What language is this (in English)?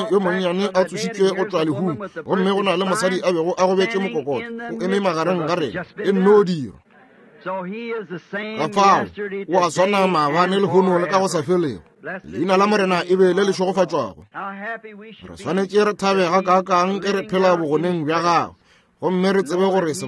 Northern Sotho